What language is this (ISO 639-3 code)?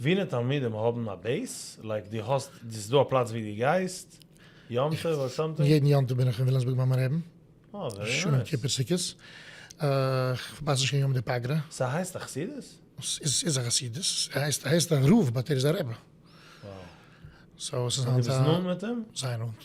yid